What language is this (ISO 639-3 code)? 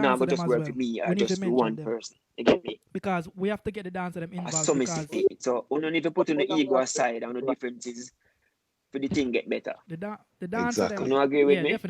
jam